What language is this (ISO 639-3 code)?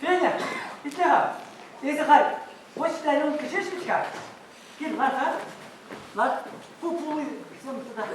chv